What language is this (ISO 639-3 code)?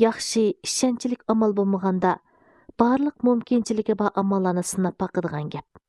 uig